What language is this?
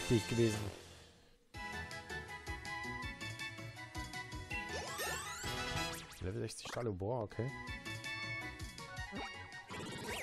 German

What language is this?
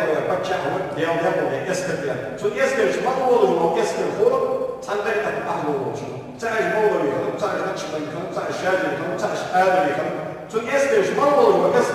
Ingush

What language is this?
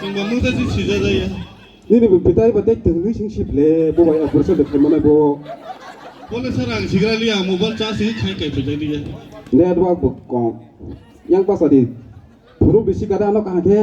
Kok Borok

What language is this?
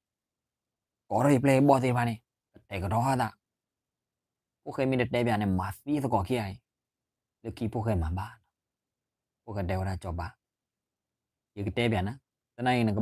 S'gaw Karen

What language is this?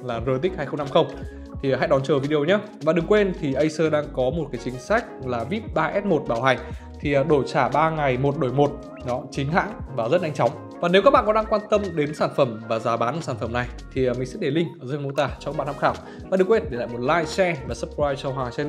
Vietnamese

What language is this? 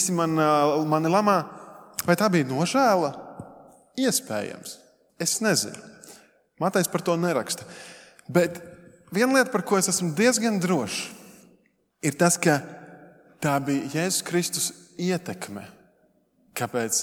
Latvian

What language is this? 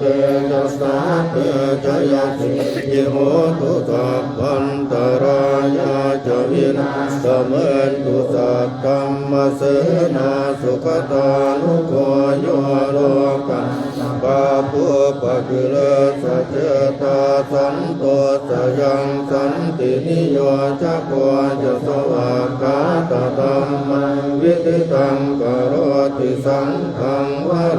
Pali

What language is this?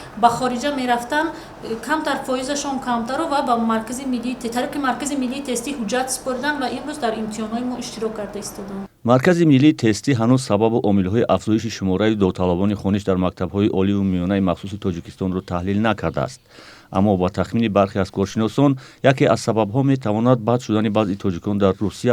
Tajik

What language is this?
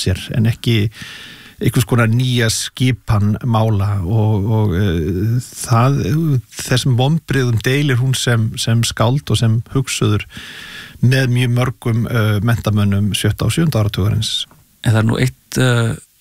Icelandic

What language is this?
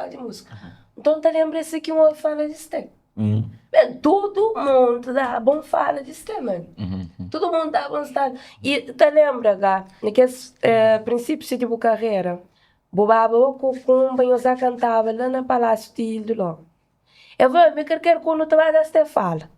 Kabuverdianu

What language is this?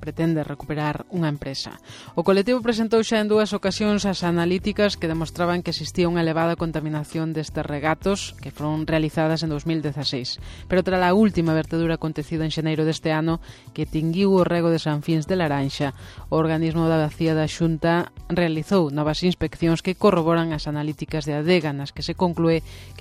Galician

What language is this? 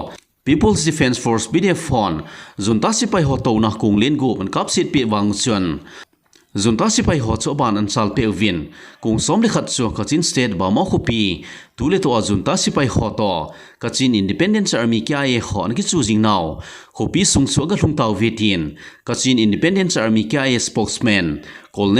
Thado Chin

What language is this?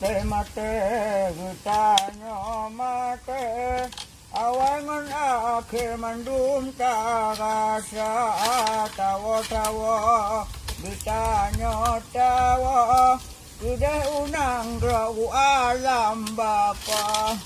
Achinese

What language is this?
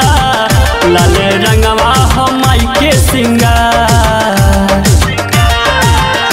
Bhojpuri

